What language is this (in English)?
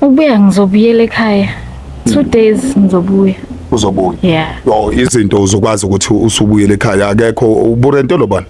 Zulu